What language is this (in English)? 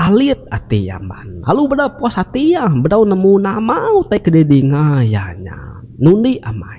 Iban